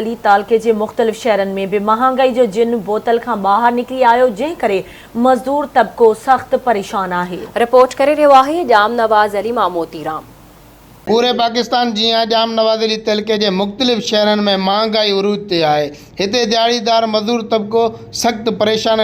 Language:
Sindhi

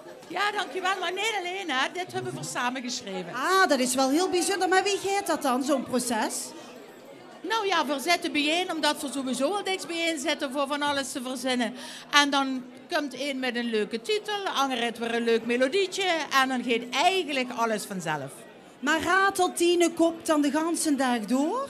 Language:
Limburgish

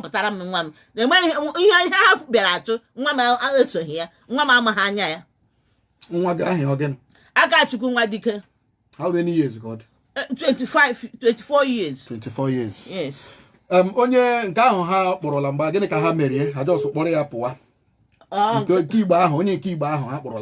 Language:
Igbo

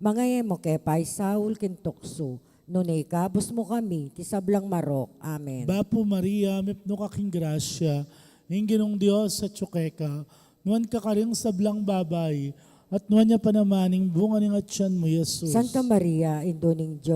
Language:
Pampanga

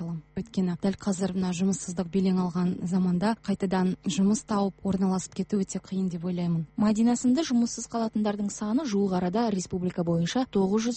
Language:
Kazakh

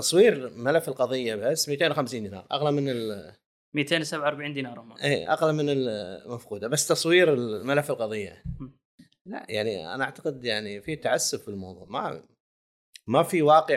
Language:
Gulf Arabic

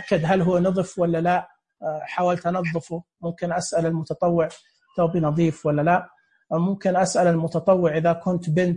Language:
Najdi Arabic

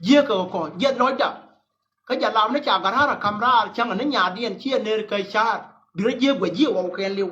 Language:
Nuer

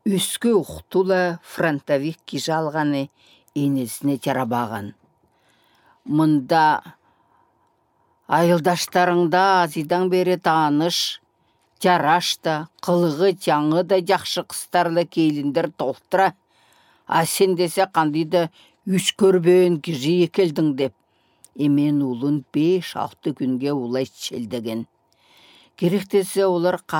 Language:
Southern Altai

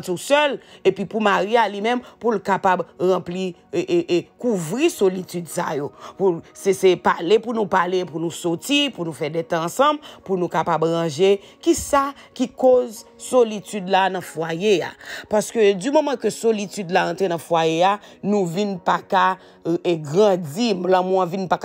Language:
Haitian Creole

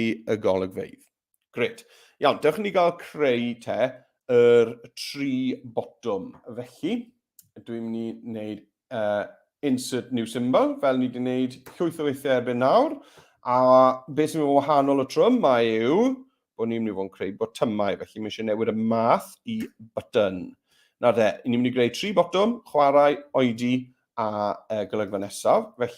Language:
Welsh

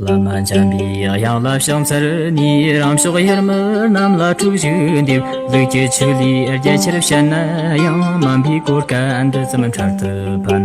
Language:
Tibetan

